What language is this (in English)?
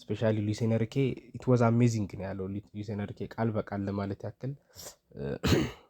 Amharic